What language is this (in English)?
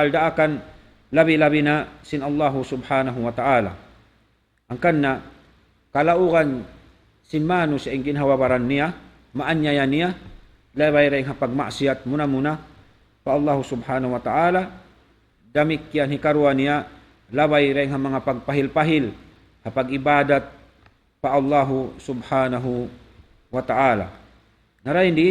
Tausug